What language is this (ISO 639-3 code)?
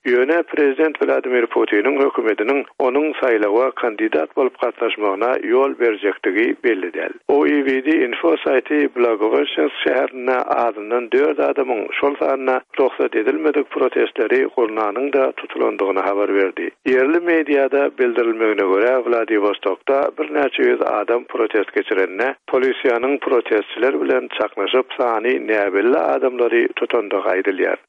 tuk